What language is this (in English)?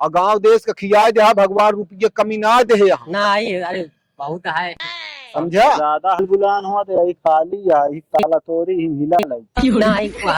Awadhi